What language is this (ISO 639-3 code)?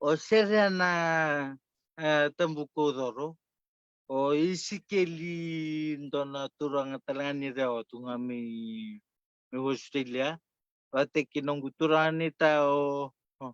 fij